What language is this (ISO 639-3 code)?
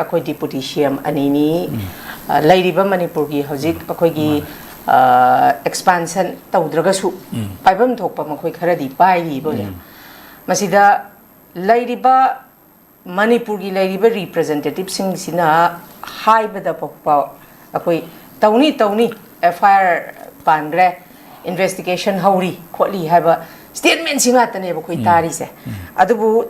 mni